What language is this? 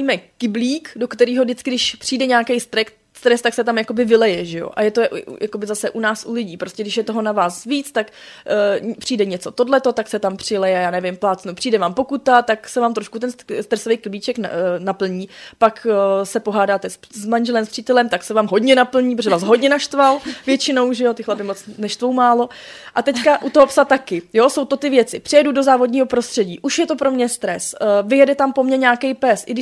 Czech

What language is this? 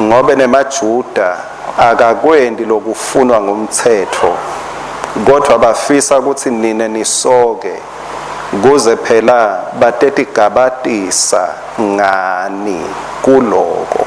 Swati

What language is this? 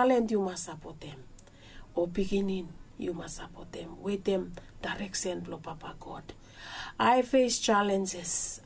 Bislama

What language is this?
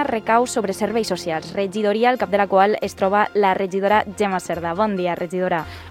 Catalan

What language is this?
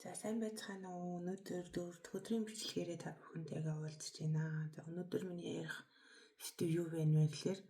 Mongolian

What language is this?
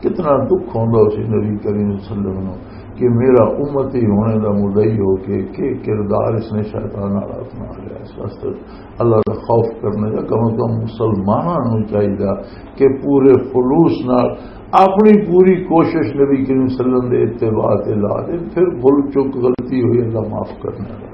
Western Panjabi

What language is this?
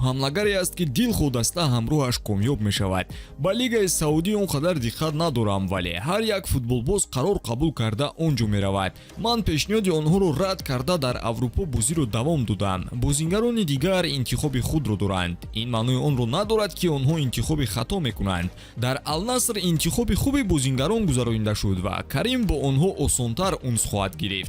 Tajik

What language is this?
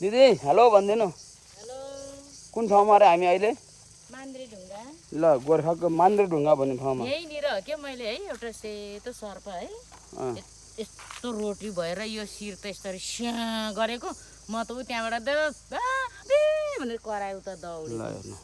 Nepali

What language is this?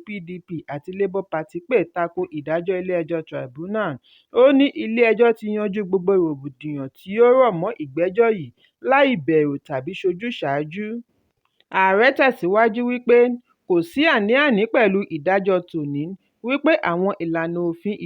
Yoruba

